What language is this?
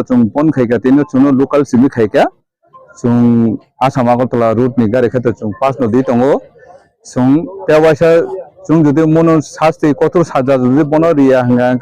Kok Borok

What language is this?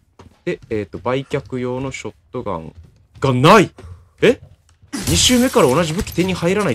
Japanese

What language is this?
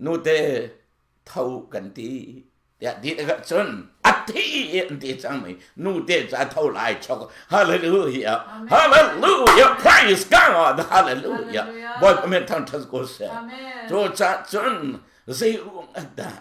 Hakha Chin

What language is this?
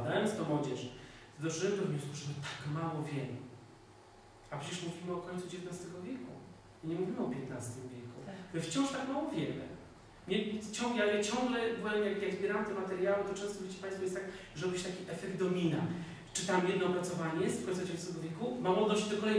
Polish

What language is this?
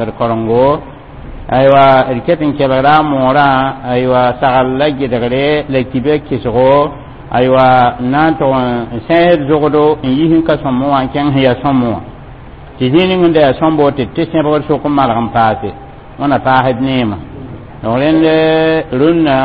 Mossi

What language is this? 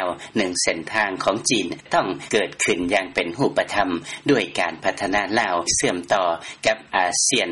Lao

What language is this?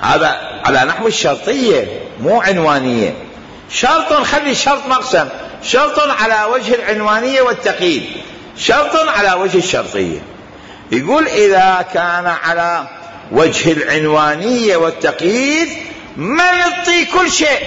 Mesopotamian Arabic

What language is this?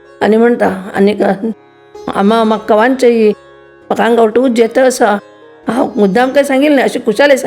Konkani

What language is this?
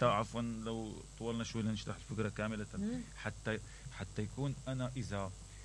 Mesopotamian Arabic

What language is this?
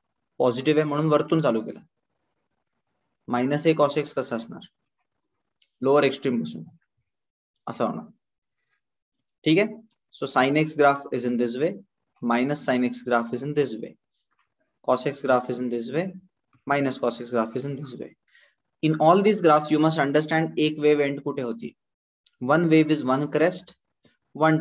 Marathi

